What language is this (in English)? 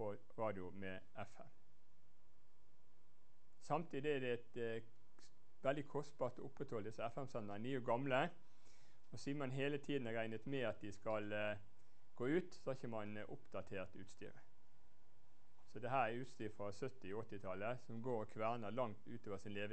Norwegian